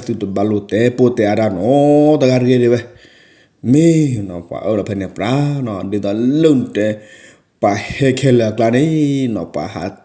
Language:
S'gaw Karen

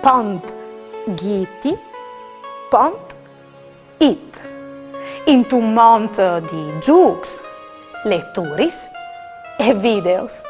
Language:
Friulian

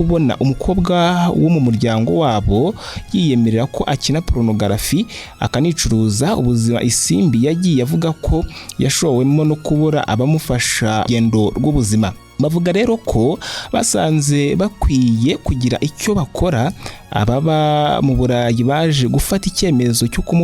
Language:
Kinyarwanda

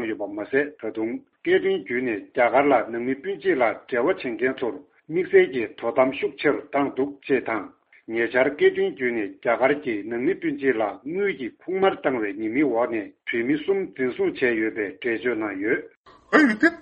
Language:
Tibetan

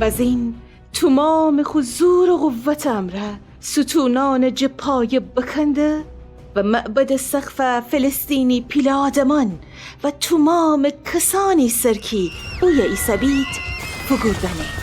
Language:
Gilaki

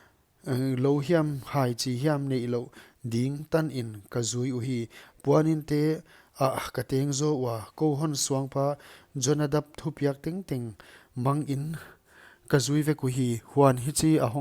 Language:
Paite Chin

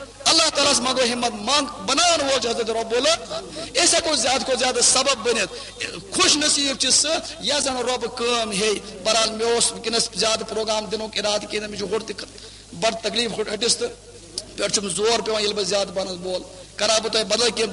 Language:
Kashmiri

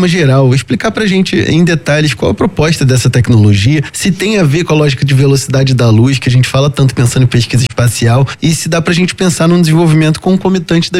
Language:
Portuguese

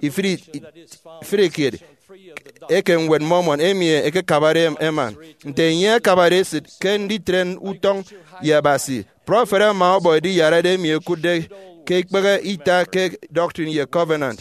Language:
Efik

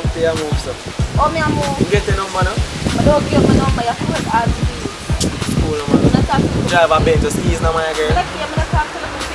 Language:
Jamaican Creole English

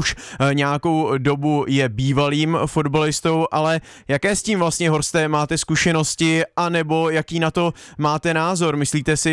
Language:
Czech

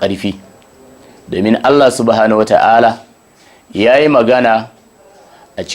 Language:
Hausa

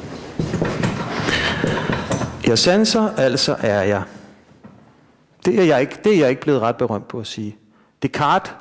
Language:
Danish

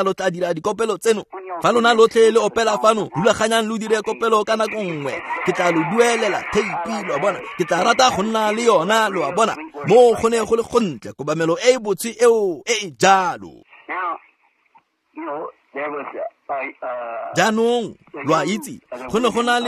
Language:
Tswana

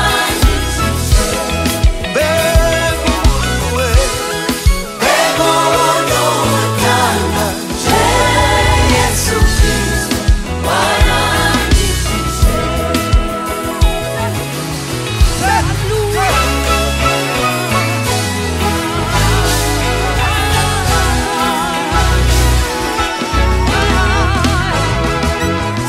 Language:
Kinyarwanda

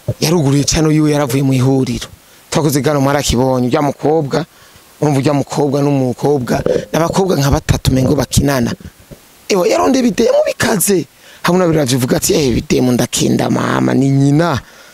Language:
Rundi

